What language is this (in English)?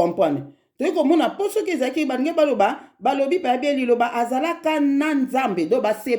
Lingala